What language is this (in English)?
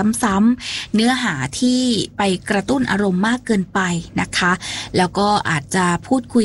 Thai